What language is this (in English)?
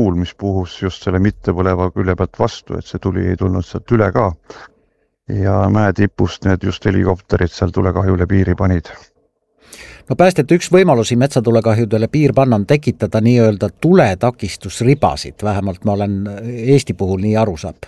Estonian